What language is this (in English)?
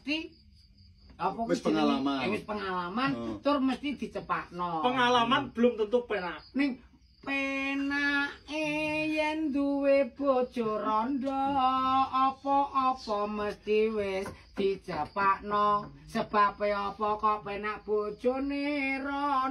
Javanese